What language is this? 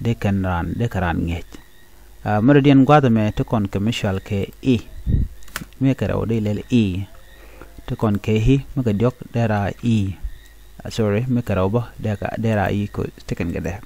Nuer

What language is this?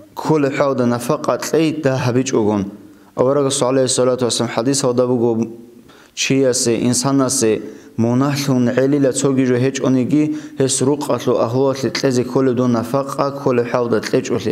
Avaric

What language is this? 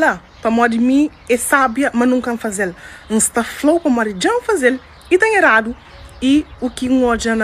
Kabuverdianu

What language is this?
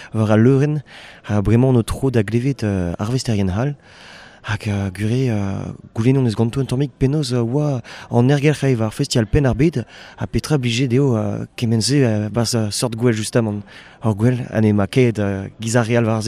Breton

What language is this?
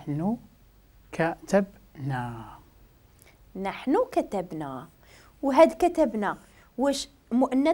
Moroccan Arabic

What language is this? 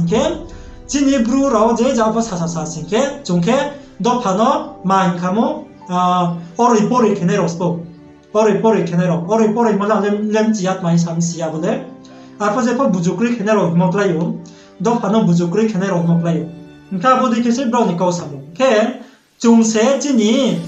Riang (India)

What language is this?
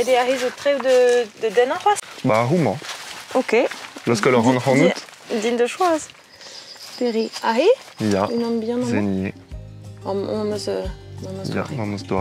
Breton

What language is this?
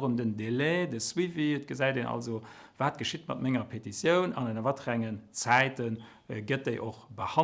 Luxembourgish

